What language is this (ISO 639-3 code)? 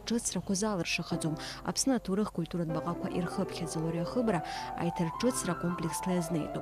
abk